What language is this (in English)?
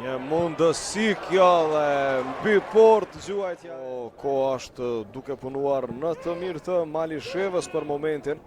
Albanian